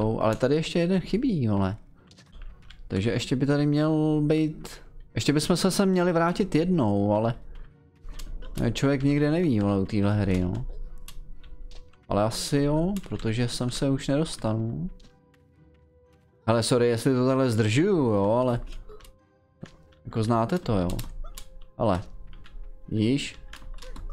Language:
Czech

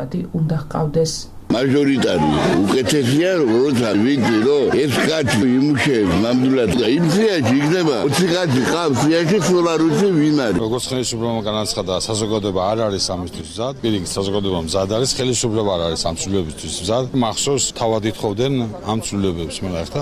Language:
Georgian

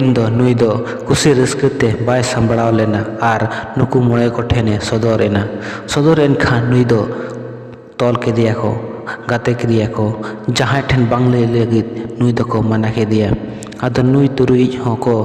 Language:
Santali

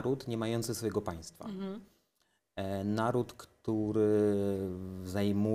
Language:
Polish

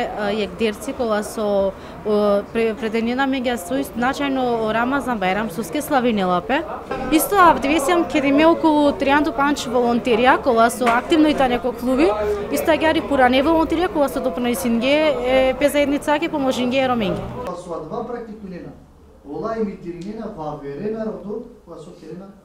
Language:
Macedonian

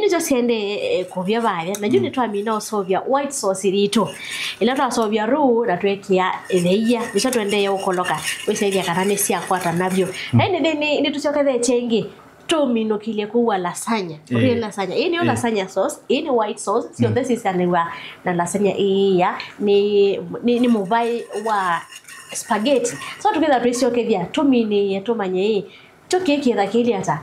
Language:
Kamba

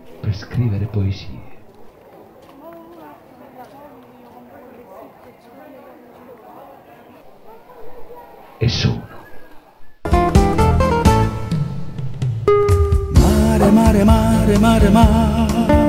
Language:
Italian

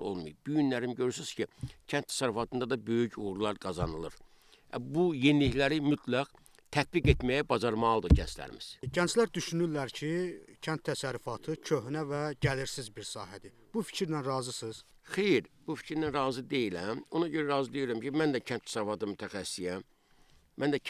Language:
Azerbaijani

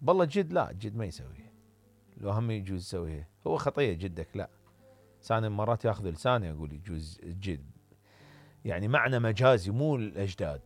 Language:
Mesopotamian Arabic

